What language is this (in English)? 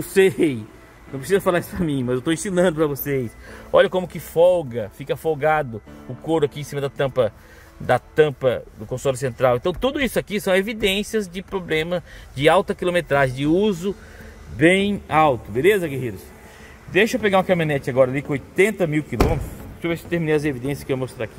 Portuguese